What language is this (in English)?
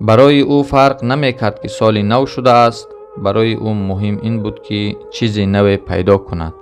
Tajik